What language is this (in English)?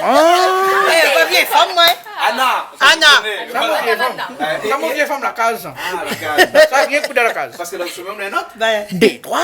Réunion Creole French